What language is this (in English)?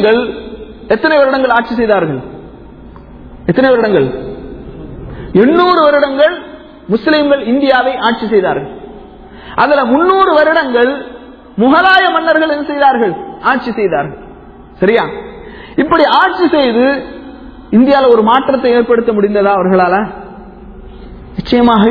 Tamil